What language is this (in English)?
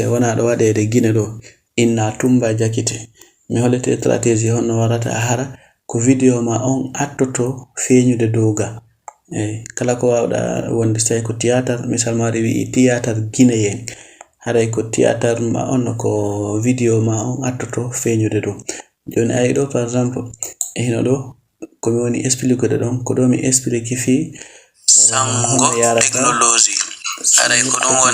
Fula